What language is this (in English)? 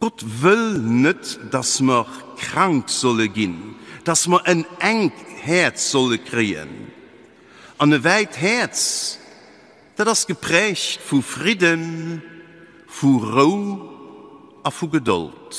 Luxembourgish